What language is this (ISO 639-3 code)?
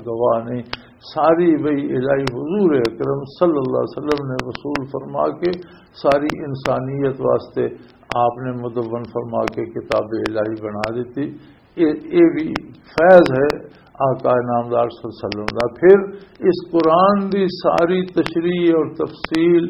lah